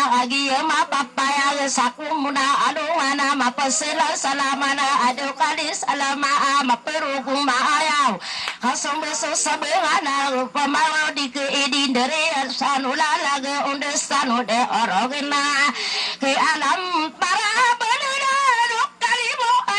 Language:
Maranao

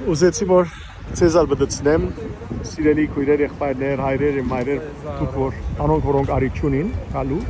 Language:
Western Armenian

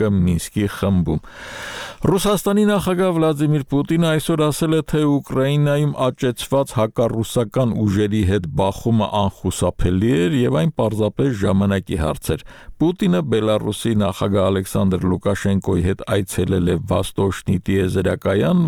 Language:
Armenian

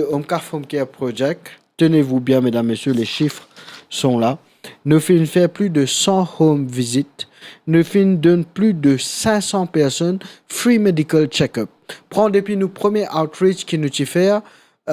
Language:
Morisyen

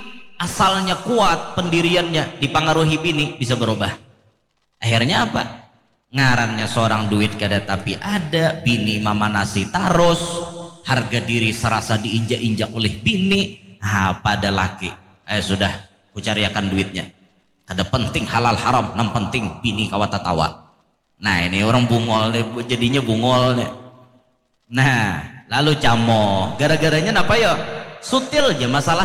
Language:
Banjar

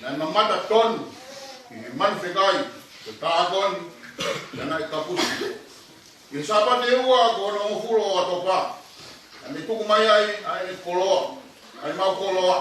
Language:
Tongan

